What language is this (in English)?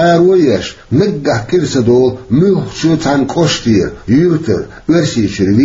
Chechen